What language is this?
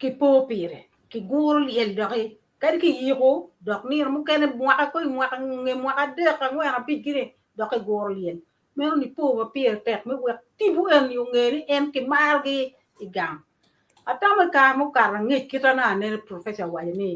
Acoli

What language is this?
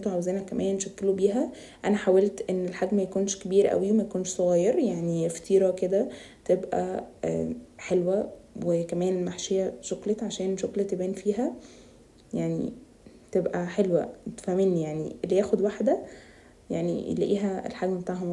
Egyptian Arabic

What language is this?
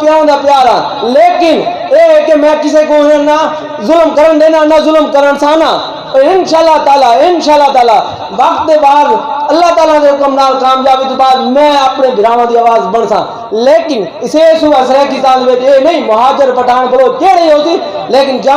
Saraiki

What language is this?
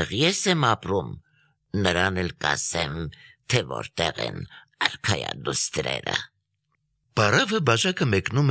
Armenian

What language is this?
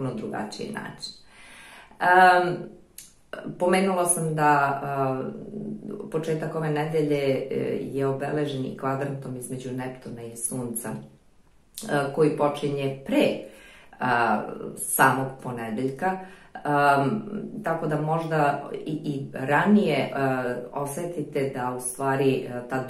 Serbian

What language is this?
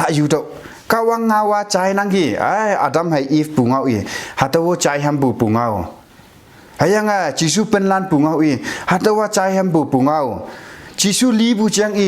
Konyak Naga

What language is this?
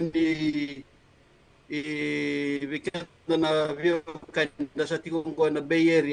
Fijian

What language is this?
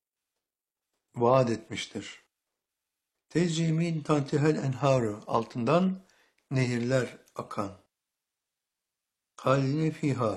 Turkish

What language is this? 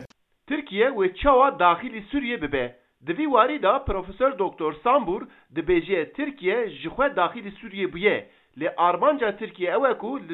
Kurdish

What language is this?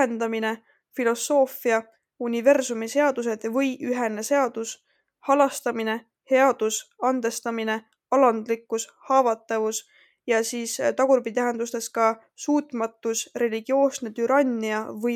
Estonian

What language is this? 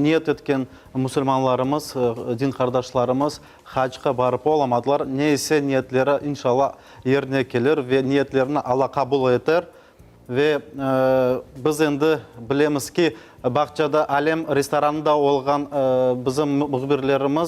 Crimean Tatar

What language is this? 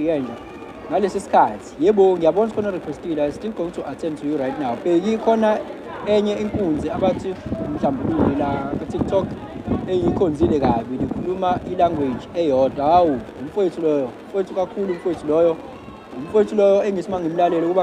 Zulu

